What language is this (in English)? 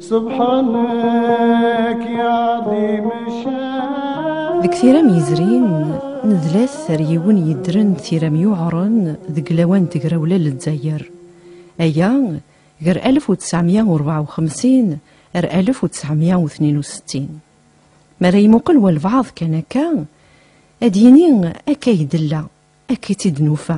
Kabyle